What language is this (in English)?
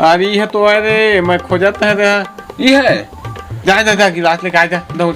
Chhattisgarhi